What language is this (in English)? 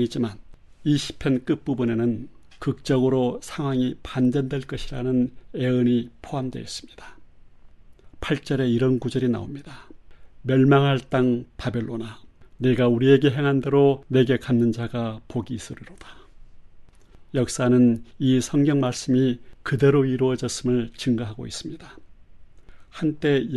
Korean